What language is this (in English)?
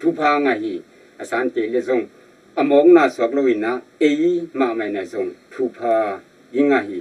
Tedim Chin